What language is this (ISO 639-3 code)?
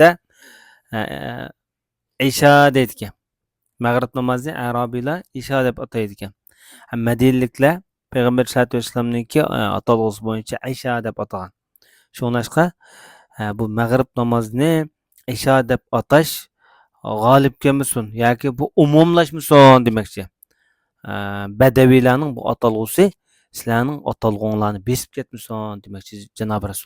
uig